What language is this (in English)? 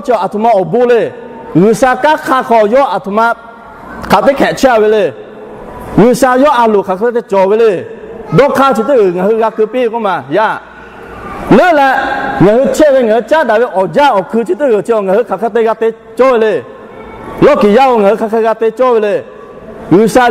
Lahu